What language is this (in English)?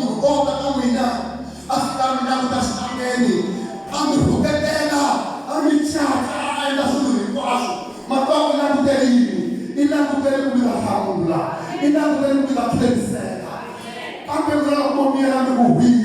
Tsonga